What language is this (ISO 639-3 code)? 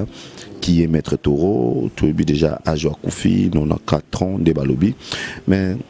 lin